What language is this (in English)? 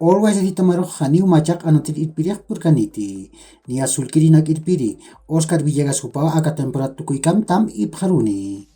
Aymara